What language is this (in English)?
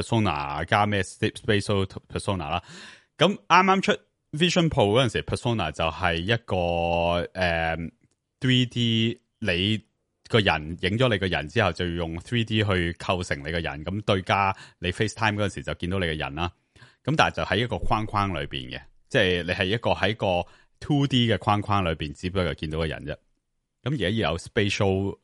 Cantonese